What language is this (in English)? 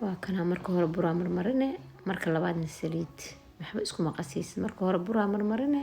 Somali